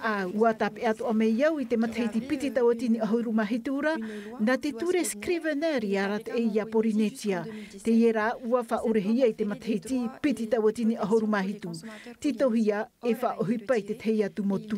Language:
Tahitian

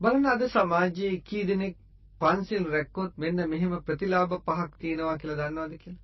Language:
Sinhala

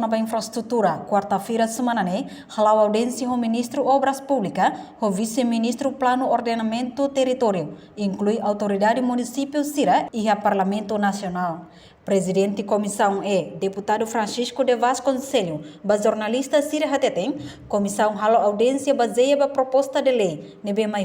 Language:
Tetum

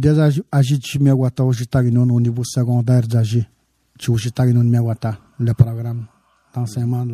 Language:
Serbian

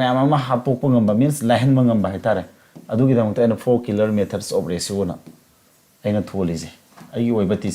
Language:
Manipuri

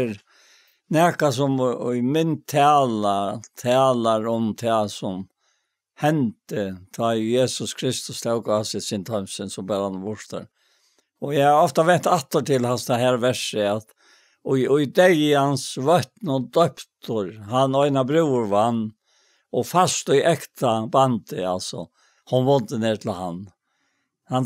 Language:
Faroese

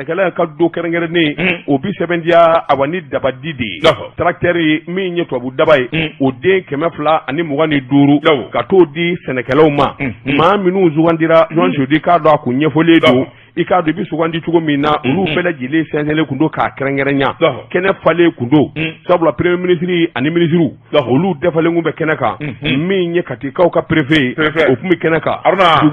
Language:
Bambara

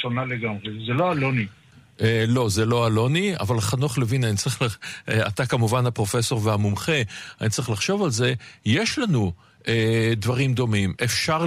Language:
Hebrew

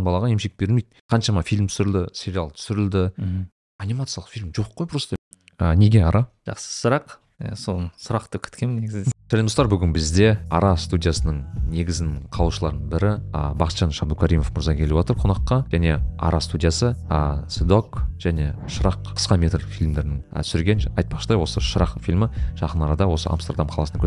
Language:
Kazakh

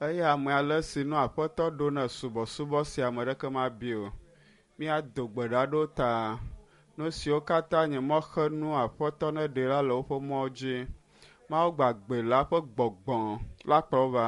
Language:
Ewe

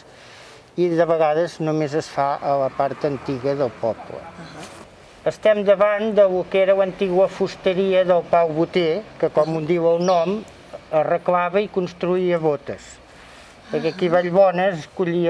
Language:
Catalan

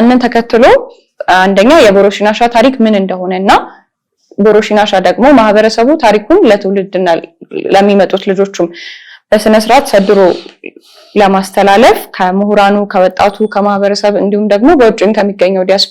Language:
Amharic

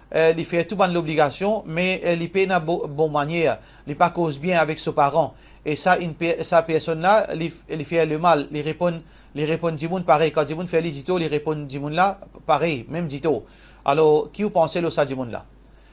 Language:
Morisyen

